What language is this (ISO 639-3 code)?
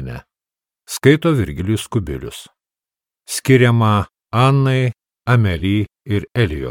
lit